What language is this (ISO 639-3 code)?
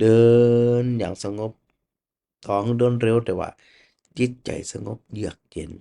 nod